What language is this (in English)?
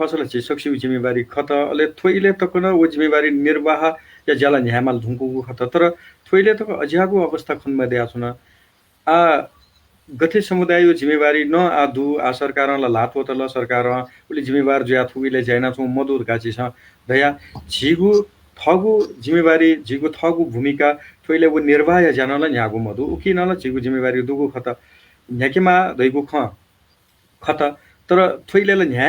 Newari